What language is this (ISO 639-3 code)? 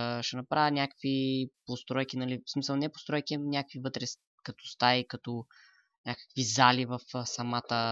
bul